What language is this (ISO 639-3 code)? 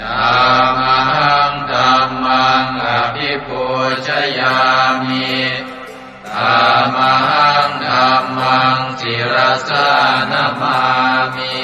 pli